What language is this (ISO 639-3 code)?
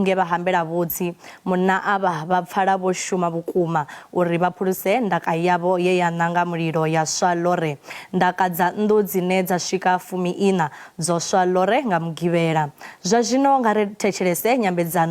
ven